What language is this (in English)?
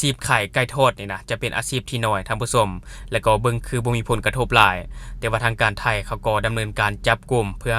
Lao